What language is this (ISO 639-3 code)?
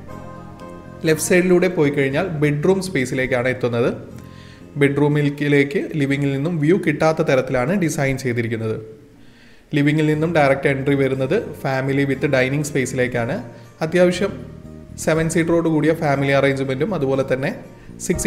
mal